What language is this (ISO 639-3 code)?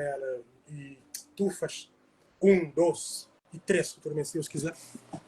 kea